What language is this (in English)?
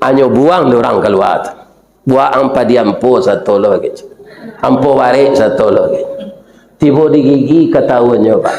Minangkabau